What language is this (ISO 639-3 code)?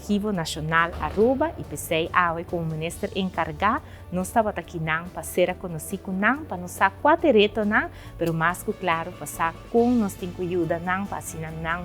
pap